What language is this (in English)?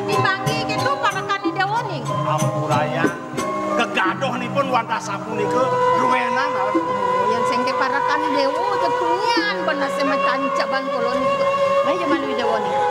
Balinese